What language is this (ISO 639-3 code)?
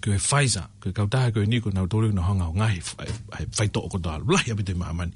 ton